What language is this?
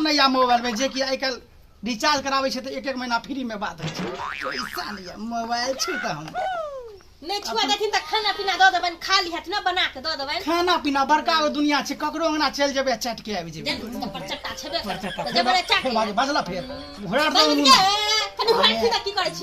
Maithili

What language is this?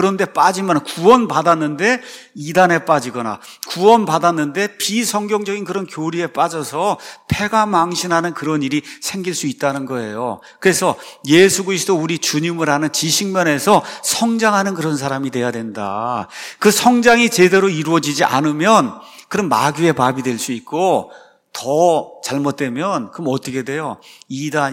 Korean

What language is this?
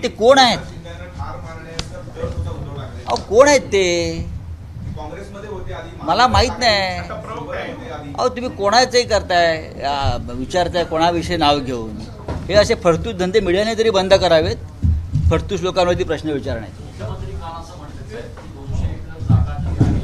Marathi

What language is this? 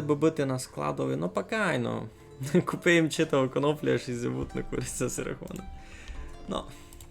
Rusyn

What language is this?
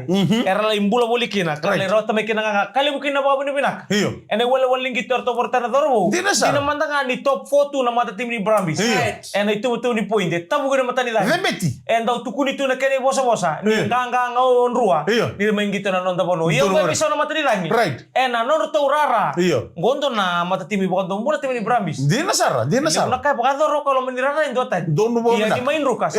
Fijian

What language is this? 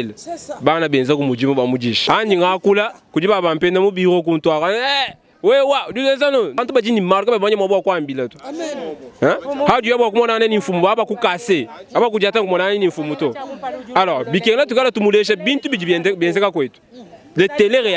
Luba-Lulua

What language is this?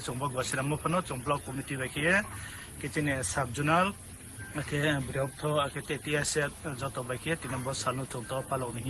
Riang (India)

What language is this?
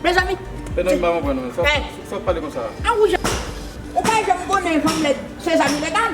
Haitian Creole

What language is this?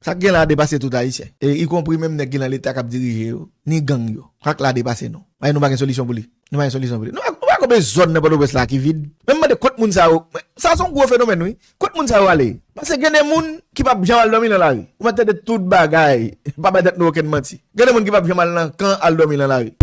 Haitian Creole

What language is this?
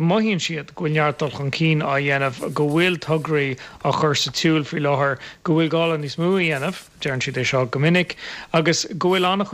Irish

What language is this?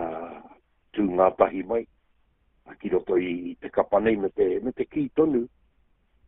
Māori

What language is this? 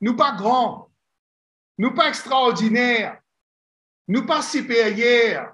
Morisyen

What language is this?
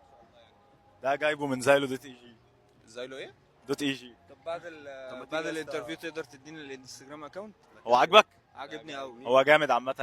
Egyptian Arabic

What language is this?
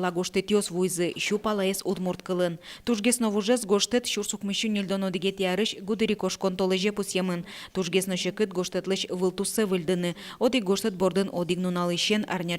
Udmurt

